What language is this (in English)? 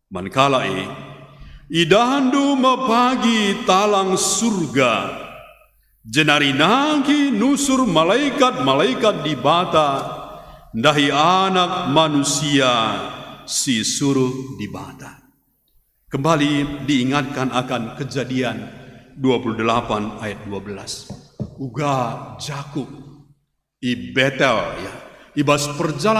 Batak Karo